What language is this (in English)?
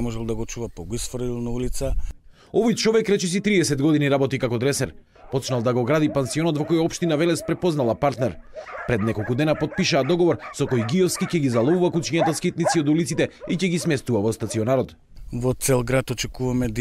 Macedonian